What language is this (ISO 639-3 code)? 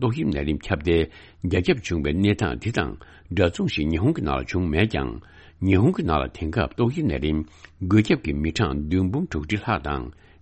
bod